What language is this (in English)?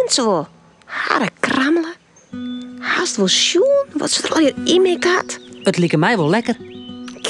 Western Frisian